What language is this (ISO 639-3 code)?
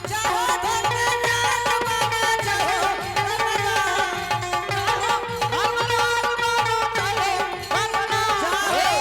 anp